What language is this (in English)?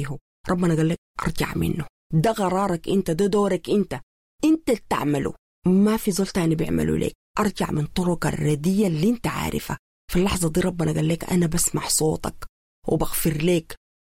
Sudanese Arabic